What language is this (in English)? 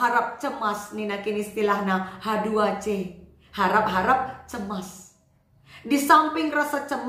Batak Karo